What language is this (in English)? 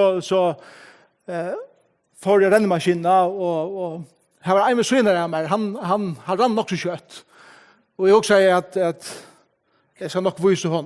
Faroese